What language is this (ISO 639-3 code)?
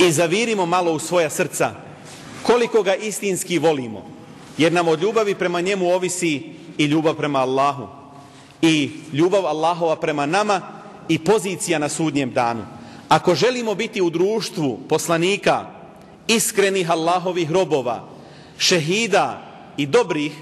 bos